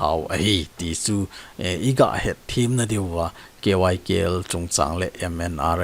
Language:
Thado Chin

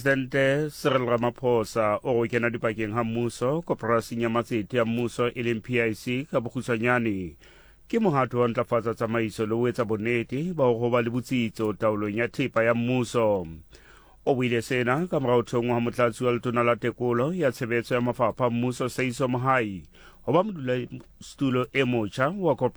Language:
Southern Sotho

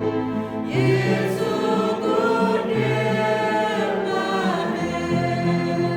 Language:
Central Mnong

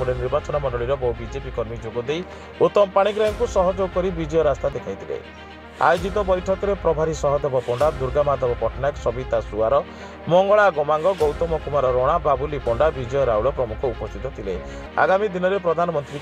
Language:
Odia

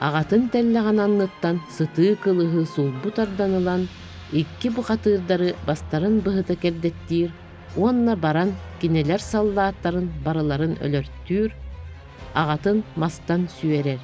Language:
Yakut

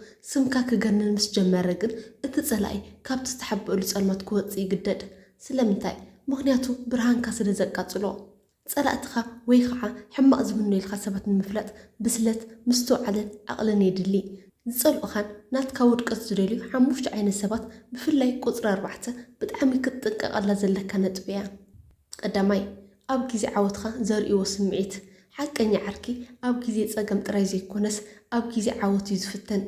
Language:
Tigrinya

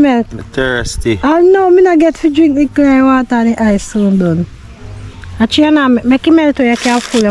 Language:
Jamaican Creole English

